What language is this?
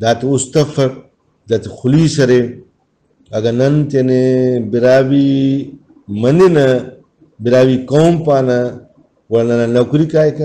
Brahui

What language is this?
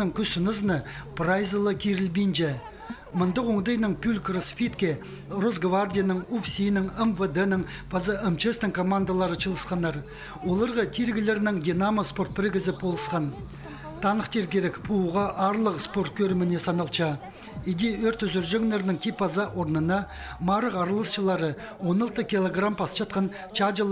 Khakas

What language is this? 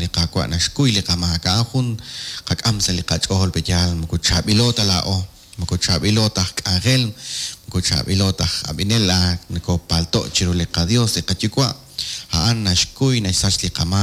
Kekchí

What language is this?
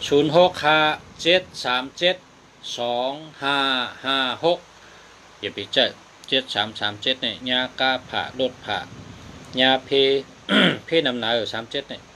Shan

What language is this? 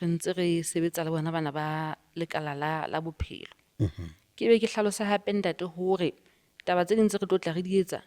Southern Sotho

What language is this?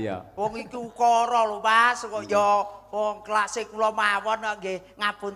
Javanese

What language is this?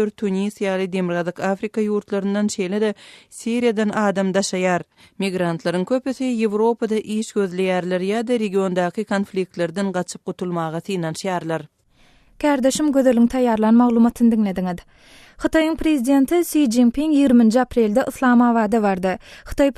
Turkmen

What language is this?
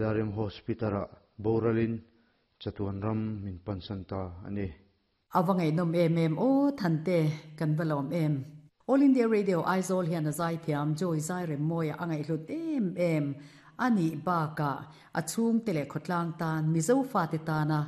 Mizo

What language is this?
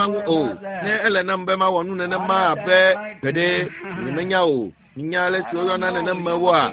Ewe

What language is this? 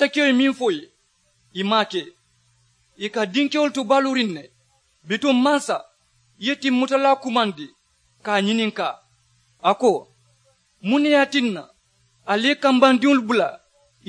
Mandingo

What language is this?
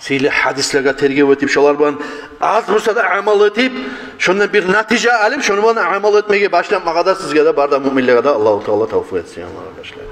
Kumyk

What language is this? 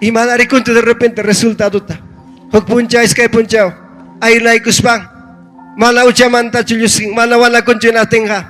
Ayacucho Quechua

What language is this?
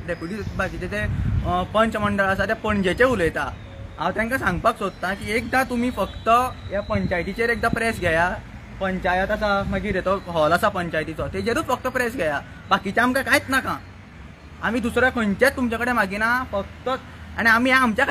Konkani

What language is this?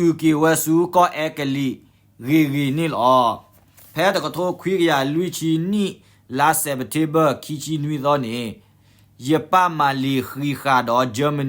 S'gaw Karen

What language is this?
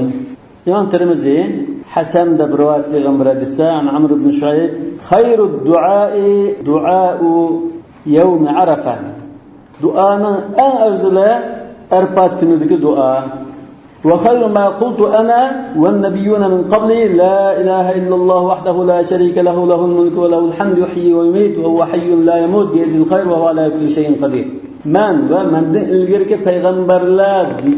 Uyghur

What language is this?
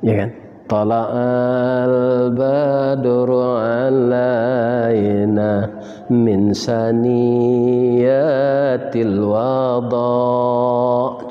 Minangkabau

